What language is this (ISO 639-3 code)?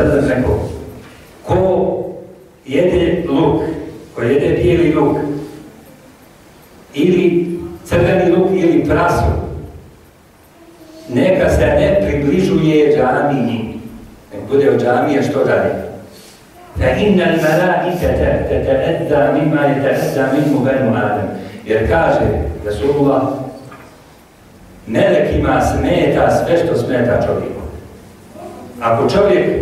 bos